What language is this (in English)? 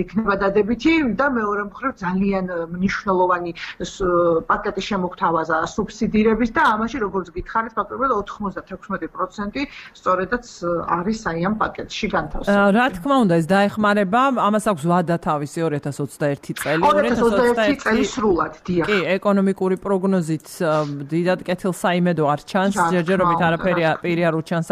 Georgian